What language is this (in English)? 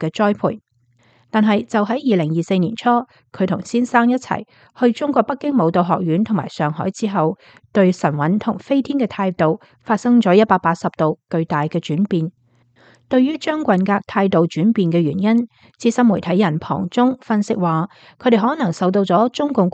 Cantonese